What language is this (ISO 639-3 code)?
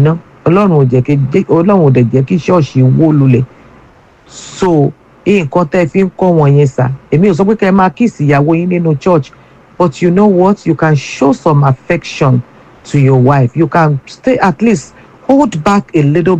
yor